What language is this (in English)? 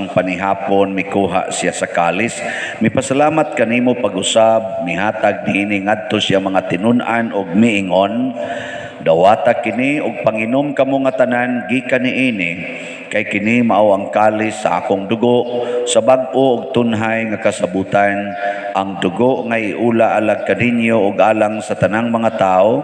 Cebuano